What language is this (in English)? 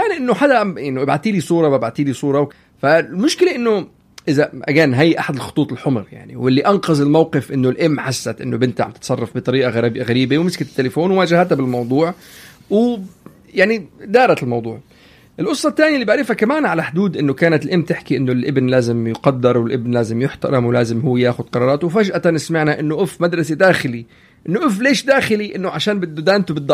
North Levantine Arabic